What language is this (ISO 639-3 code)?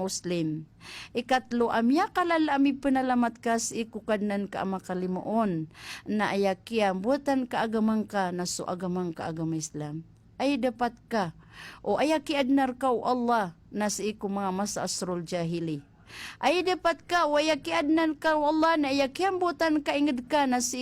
mrw